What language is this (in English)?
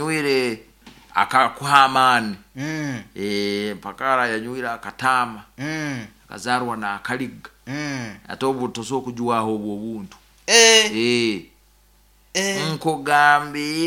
Nyoro